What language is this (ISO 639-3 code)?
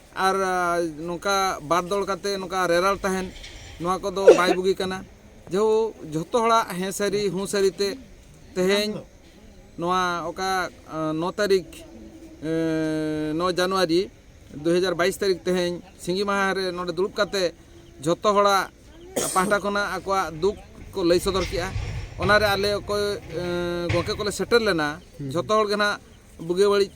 sat